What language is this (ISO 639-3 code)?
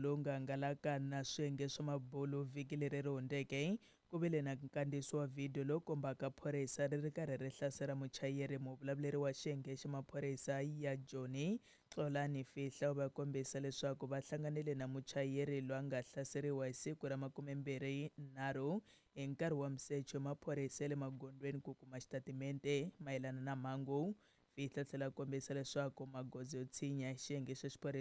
tso